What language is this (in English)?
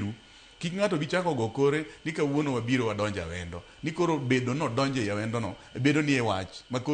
Luo (Kenya and Tanzania)